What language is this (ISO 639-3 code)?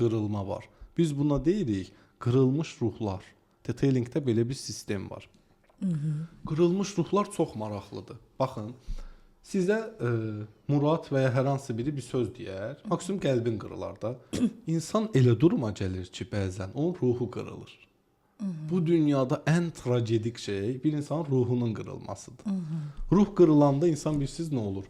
aze